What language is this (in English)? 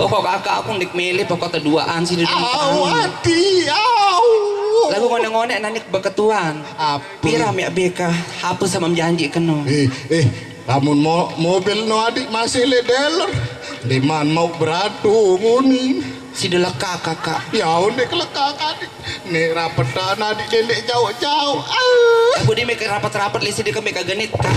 Sasak